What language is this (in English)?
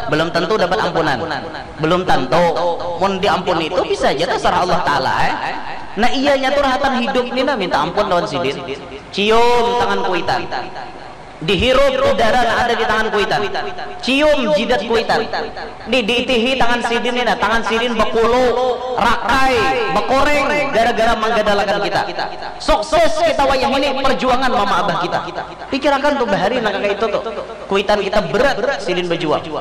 Banjar